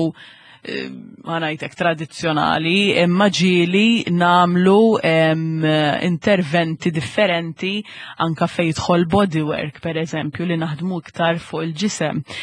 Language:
Maltese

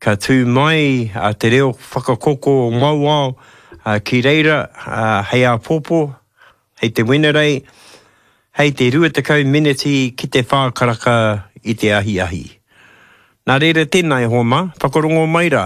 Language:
Māori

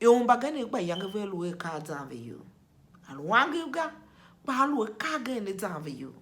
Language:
Tiv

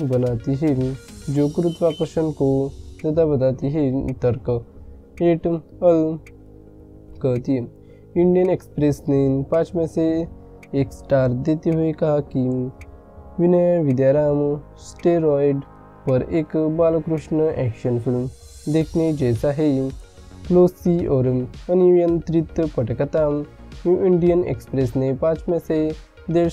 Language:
Hindi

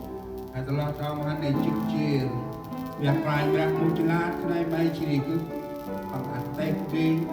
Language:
Central Mnong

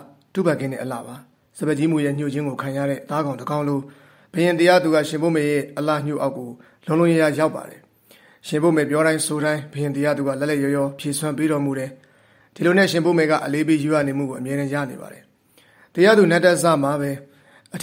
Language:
Burmese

